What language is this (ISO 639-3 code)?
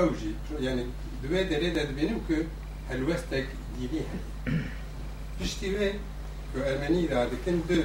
kur